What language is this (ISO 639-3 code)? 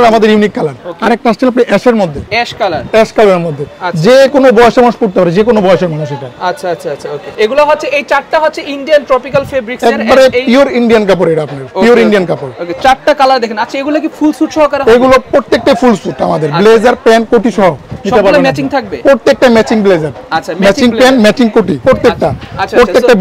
ben